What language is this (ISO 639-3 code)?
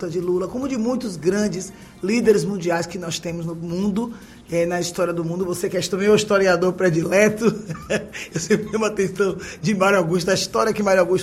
por